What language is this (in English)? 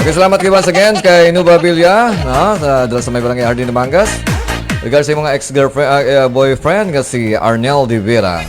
Hiligaynon